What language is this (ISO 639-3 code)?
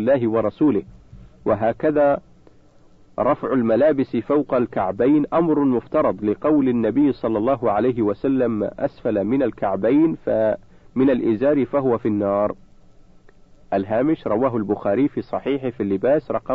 ara